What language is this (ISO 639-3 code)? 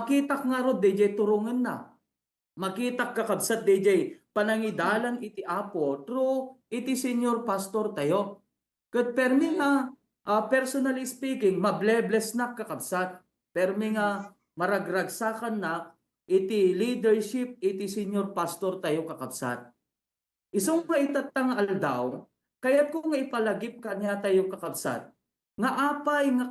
ilo